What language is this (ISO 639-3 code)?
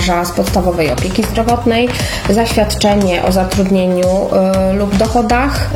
pol